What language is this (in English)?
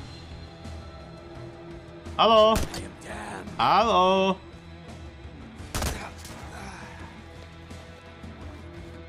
Slovak